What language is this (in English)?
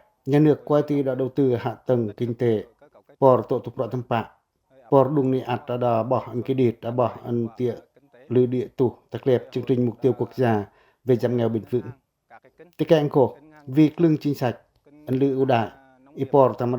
Pacoh